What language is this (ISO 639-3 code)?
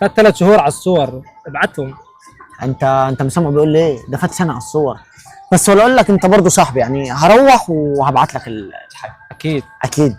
arz